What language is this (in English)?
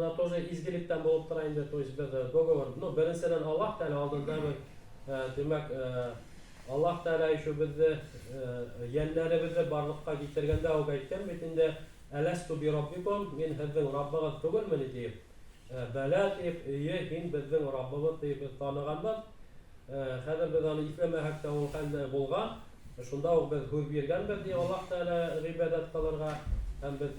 Bashkir